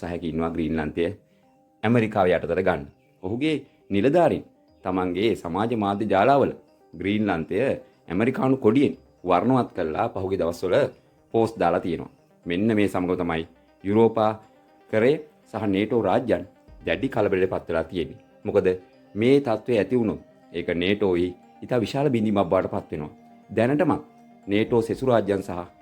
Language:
Sinhala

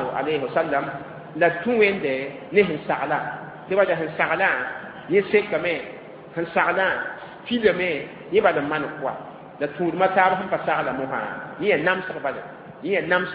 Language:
Mossi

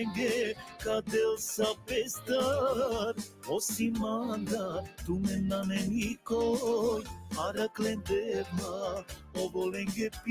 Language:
Balkan Romani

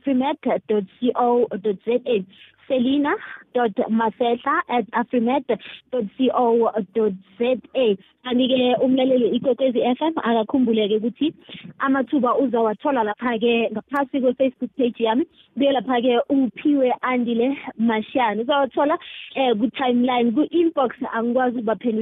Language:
South Ndebele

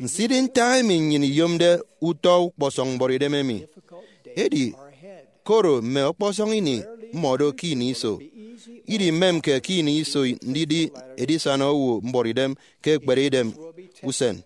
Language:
Efik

